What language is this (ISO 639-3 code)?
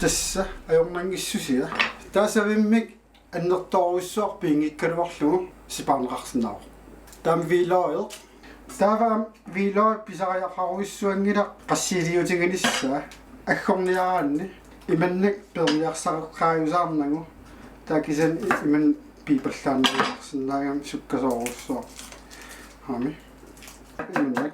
kal